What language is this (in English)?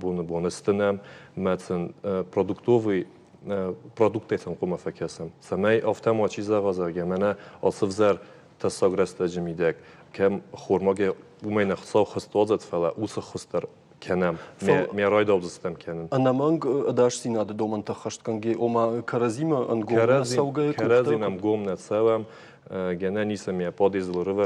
Ossetic